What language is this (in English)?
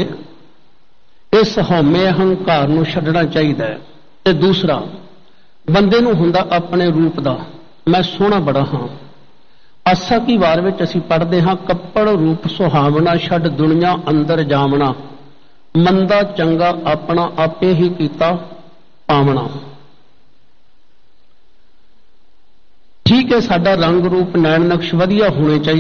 Punjabi